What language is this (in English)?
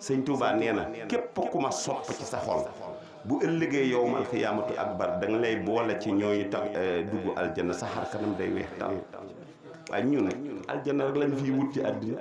Wolof